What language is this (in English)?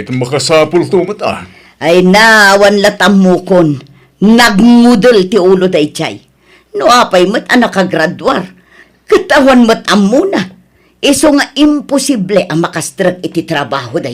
Iloko